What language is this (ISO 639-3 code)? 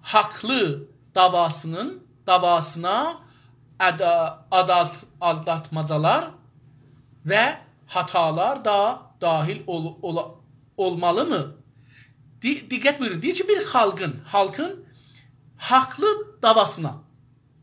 azb